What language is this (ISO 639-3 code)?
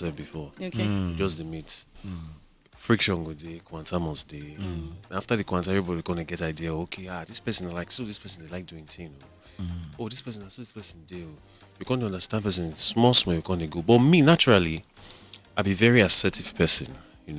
pcm